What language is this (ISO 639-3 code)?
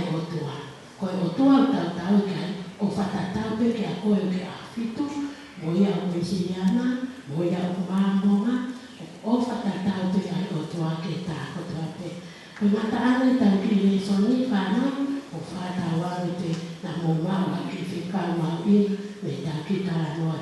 ton